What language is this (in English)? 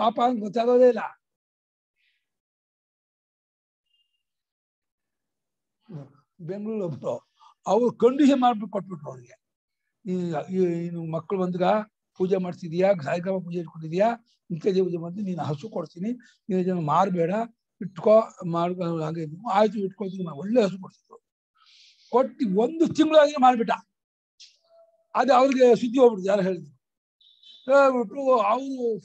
Kannada